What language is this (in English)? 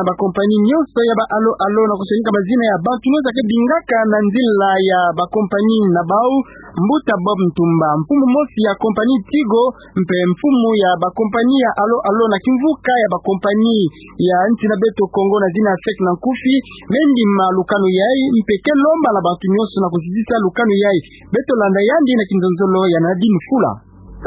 Kituba (Democratic Republic of Congo)